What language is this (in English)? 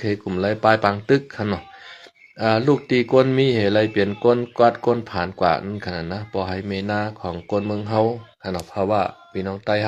Shan